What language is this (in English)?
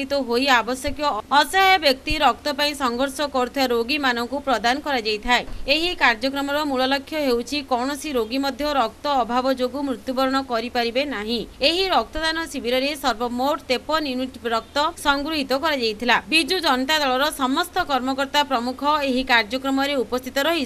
Odia